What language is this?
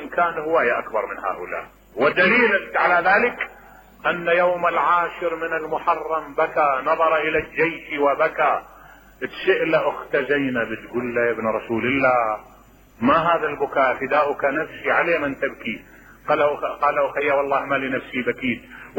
Mesopotamian Arabic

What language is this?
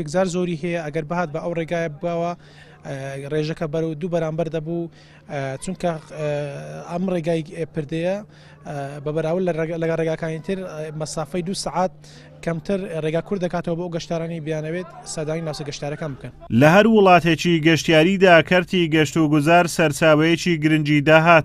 Central Kurdish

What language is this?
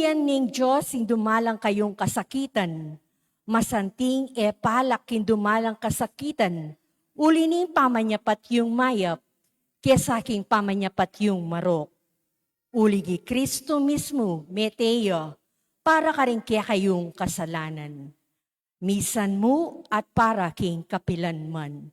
Pampanga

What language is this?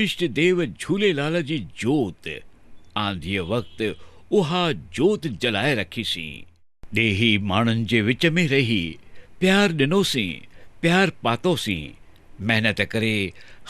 Sindhi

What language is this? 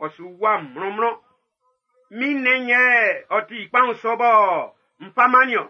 Baoulé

